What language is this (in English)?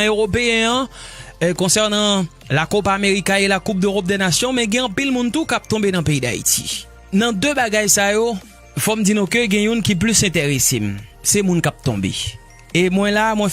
Haitian Creole